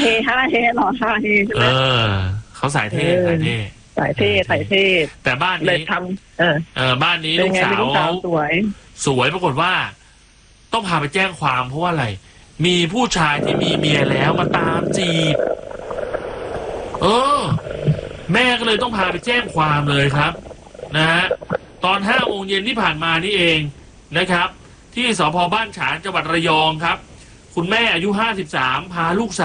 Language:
Thai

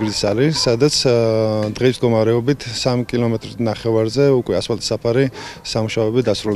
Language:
Georgian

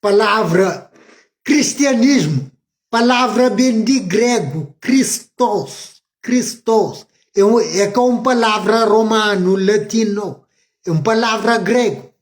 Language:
Kabuverdianu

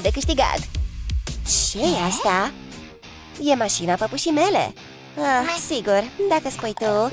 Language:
Romanian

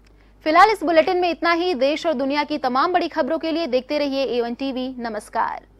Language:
Hindi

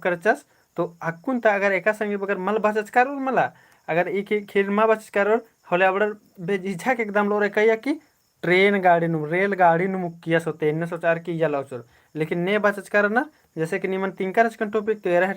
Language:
Kurukh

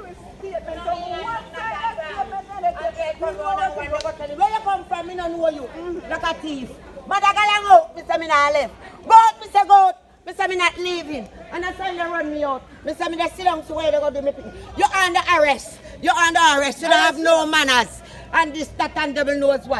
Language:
Jamaican Creole English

